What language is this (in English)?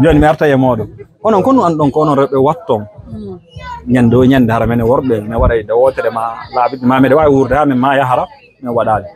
Fula